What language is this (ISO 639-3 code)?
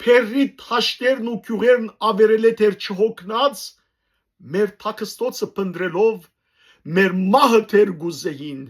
hyw